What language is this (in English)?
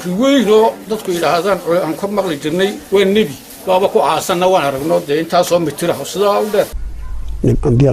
Somali